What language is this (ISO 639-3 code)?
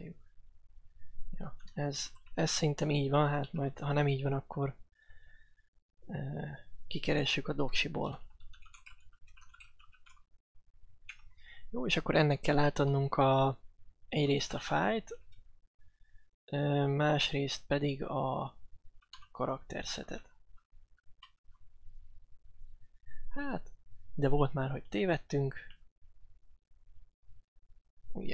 hun